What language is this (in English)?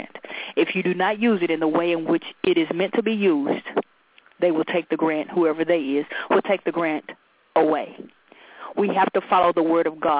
English